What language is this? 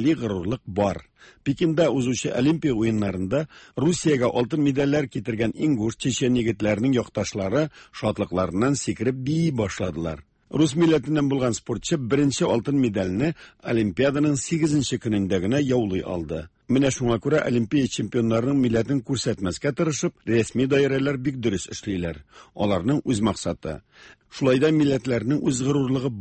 Tatar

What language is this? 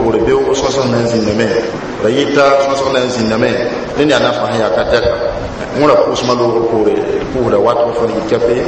Mossi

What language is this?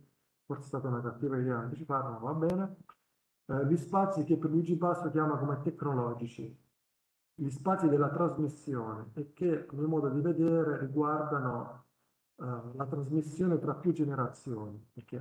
Italian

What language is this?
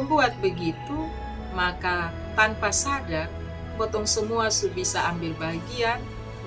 Kupang Malay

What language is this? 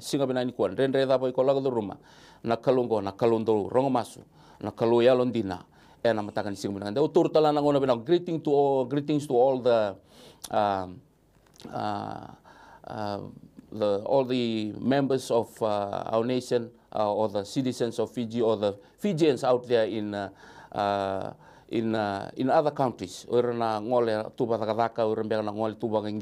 Fijian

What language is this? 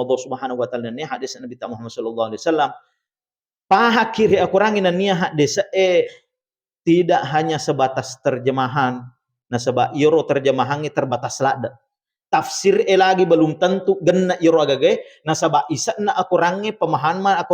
Buginese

